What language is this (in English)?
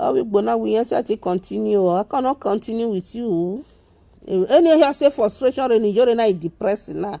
Nigerian Pidgin